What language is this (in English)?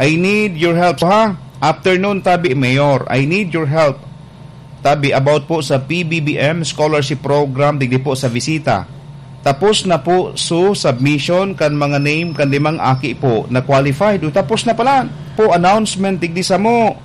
Bikol